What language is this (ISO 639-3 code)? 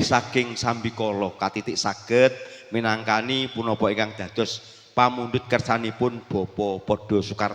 jav